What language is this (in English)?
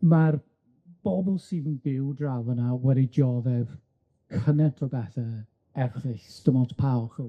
Welsh